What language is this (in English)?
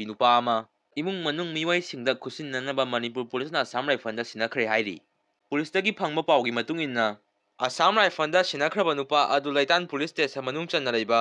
Manipuri